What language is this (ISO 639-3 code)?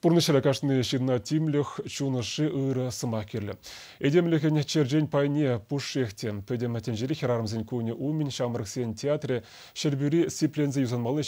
chv